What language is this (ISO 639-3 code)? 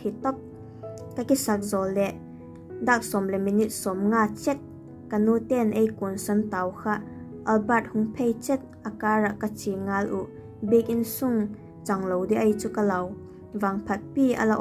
vap